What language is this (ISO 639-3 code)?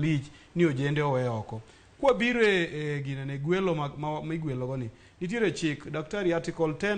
luo